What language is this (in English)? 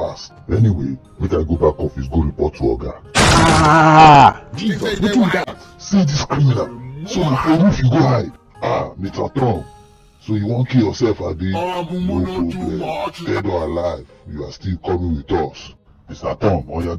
Nigerian Pidgin